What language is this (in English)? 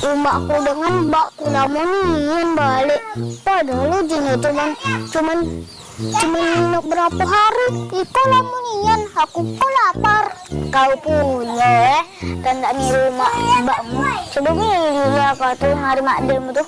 Musi